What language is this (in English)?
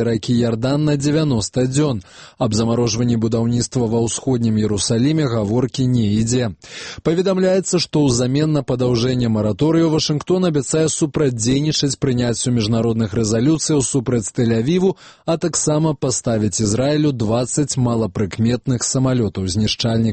Belarusian